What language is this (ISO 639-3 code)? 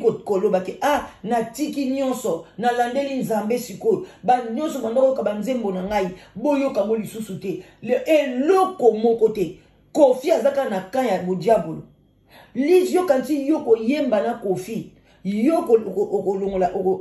lin